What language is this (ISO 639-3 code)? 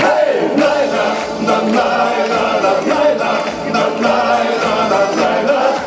chv